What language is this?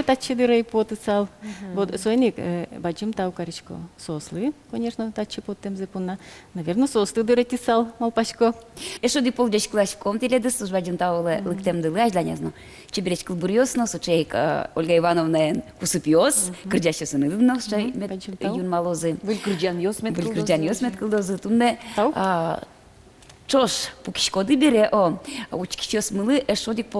Udmurt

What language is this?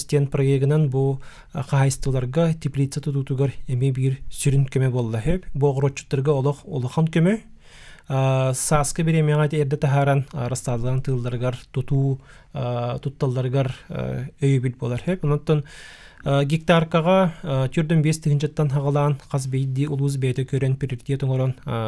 Yakut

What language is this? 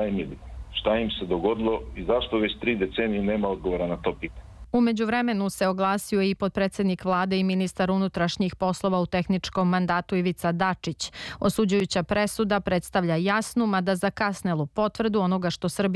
Serbian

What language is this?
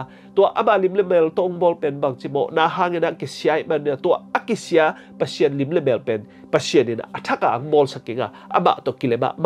Tedim Chin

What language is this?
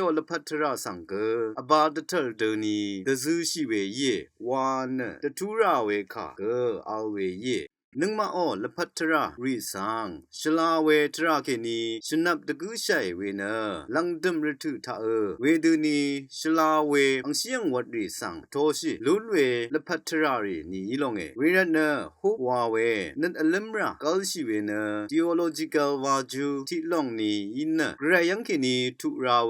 Rawang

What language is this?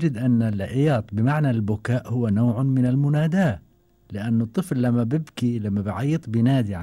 Gulf Arabic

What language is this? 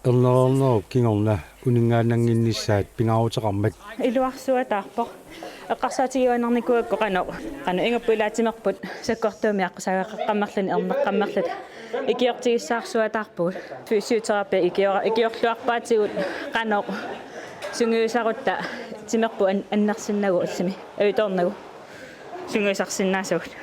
Kalaallisut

